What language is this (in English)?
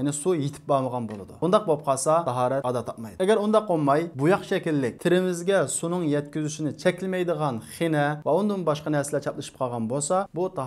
Uyghur